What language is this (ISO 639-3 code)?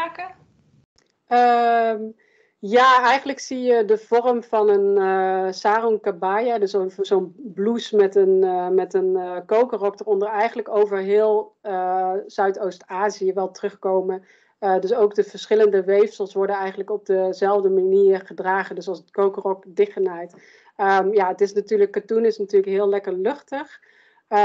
nld